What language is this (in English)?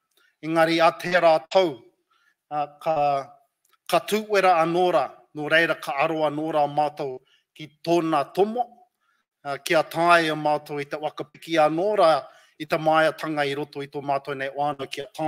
Māori